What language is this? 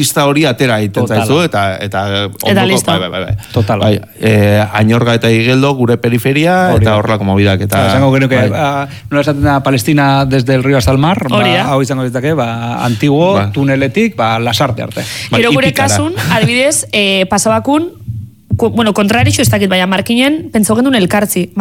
Basque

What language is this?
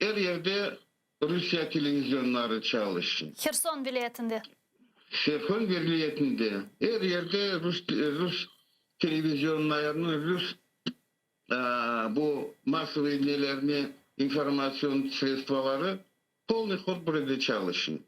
Crimean Tatar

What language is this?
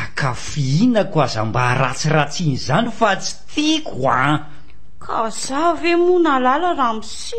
Malagasy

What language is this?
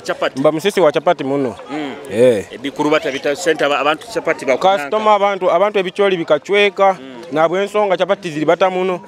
Nyoro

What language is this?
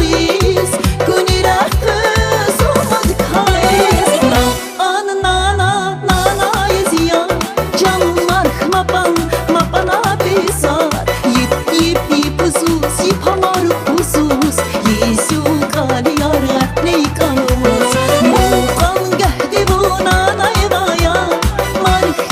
Tabassaran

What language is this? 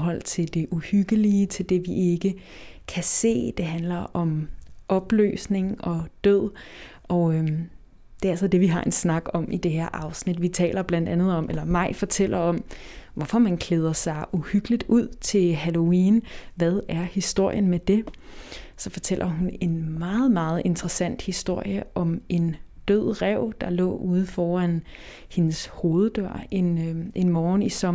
Danish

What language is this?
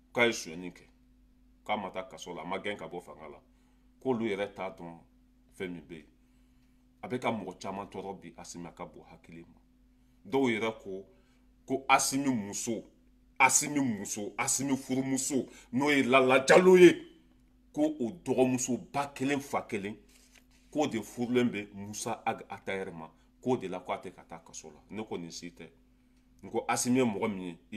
Bambara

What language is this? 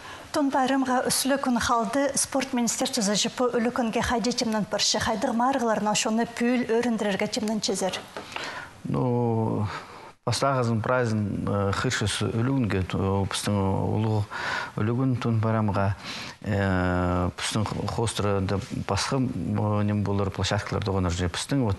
Khakas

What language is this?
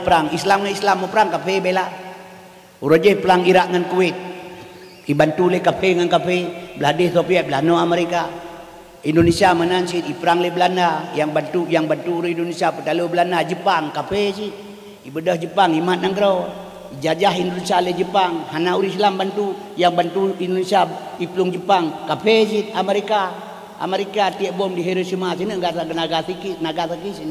Achinese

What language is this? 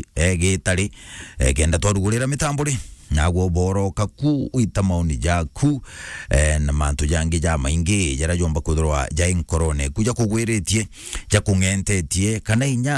Meru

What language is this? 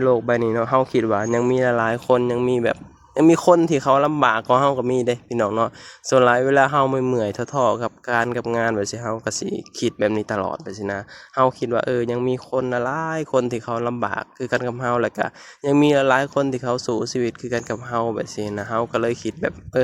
Lao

